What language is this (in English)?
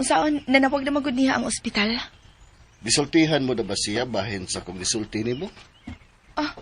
Cebuano